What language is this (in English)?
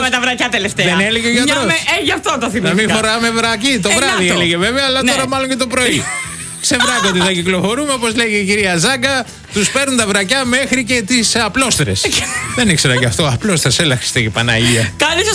Greek